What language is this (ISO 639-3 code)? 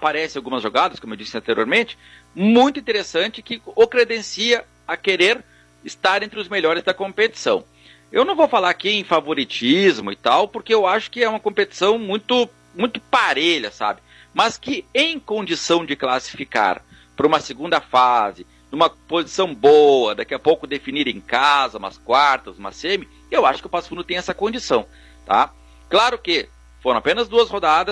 por